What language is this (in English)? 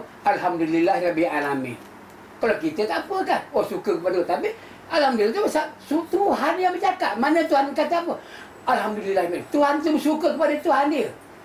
Malay